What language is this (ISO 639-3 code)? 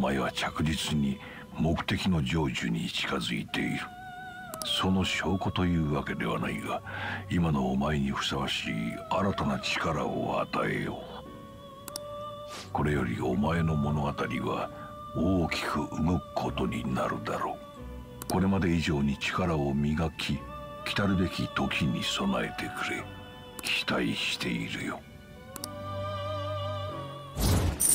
jpn